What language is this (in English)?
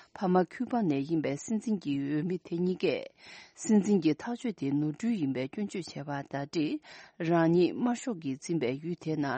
Tibetan